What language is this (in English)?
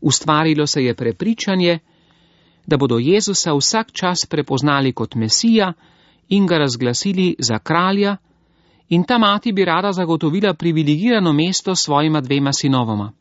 Slovenian